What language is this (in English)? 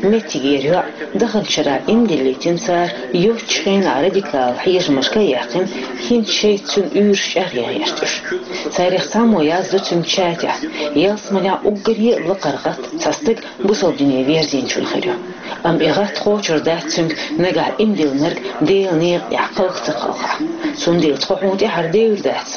Chechen